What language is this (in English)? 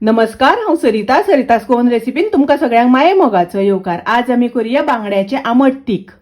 Konkani